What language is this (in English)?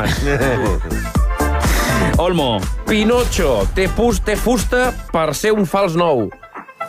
Catalan